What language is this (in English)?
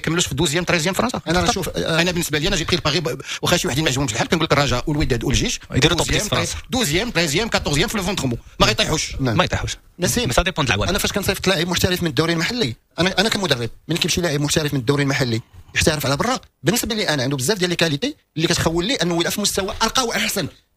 Moroccan Arabic